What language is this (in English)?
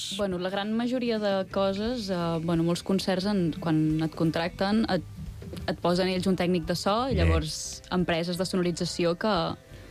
Catalan